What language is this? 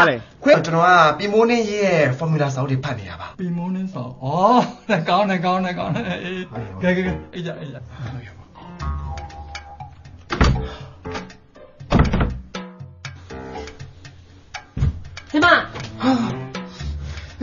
Burmese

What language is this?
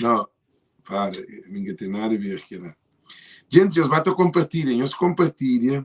Kabuverdianu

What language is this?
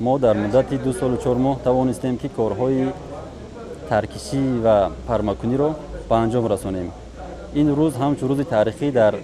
Tajik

